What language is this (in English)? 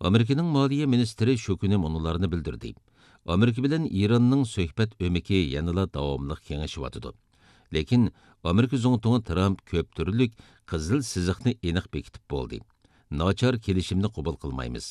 Uyghur